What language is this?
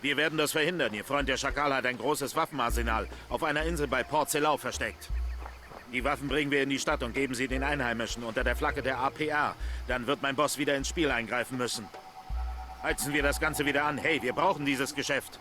Bavarian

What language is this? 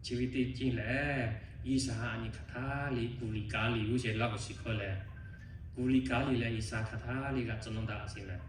Lahu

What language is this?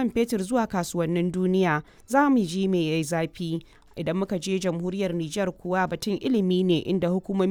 Hausa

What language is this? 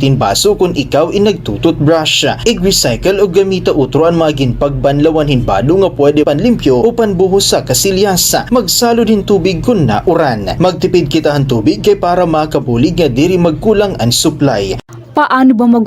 Waray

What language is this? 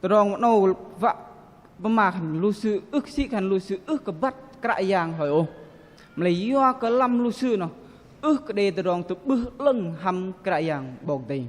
Bahnar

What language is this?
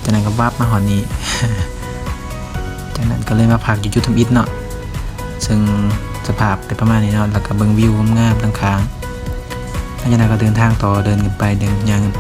Lao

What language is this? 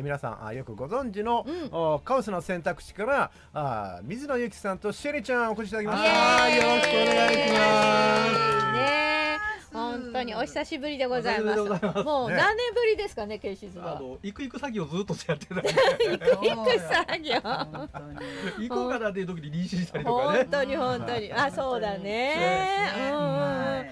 Japanese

